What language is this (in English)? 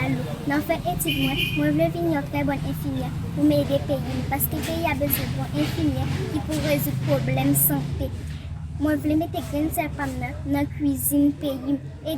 Haitian Creole